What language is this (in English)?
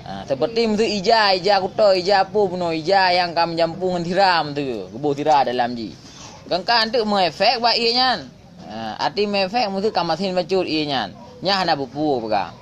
Achinese